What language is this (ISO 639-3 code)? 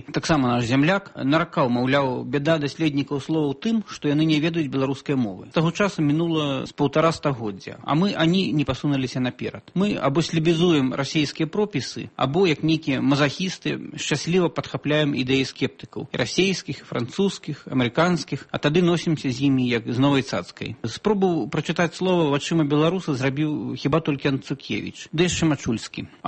bel